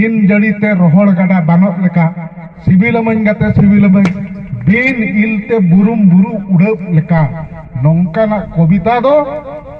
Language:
Santali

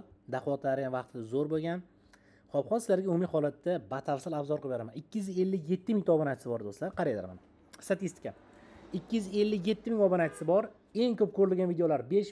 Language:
Uzbek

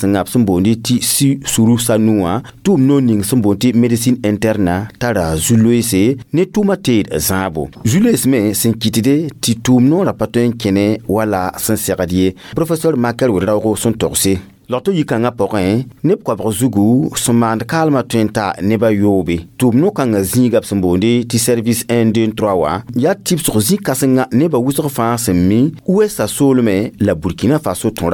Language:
Mossi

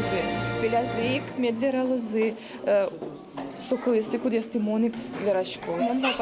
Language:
Udmurt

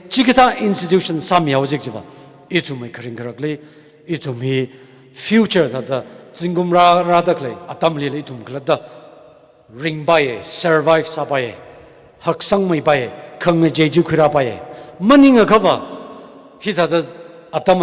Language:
Tangkhul Naga (India)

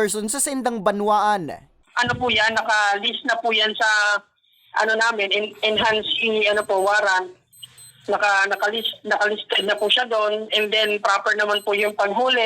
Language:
Bikol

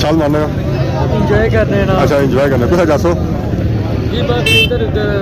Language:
Pahari-Potwari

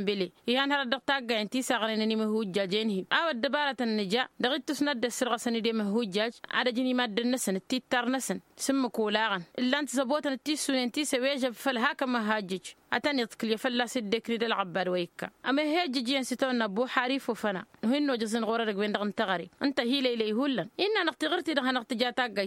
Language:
Tamasheq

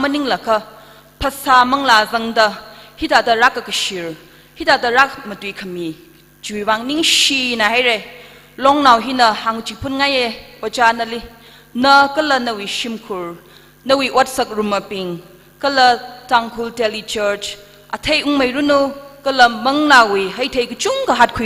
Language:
Tangkhul Naga (India)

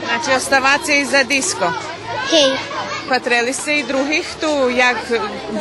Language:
Rusyn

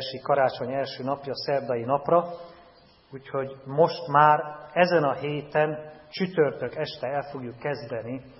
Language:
Hungarian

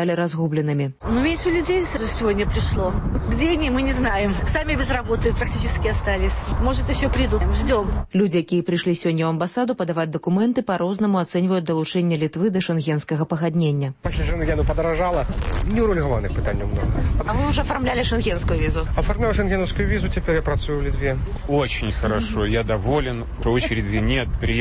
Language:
Belarusian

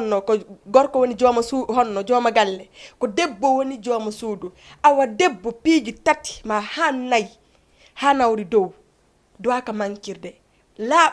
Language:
Fula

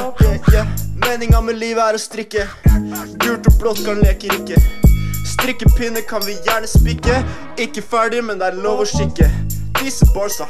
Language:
Norwegian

